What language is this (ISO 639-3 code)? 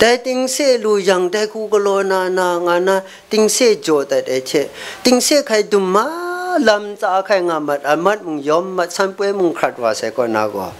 kac